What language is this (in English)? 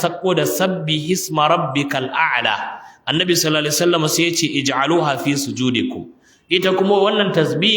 Hausa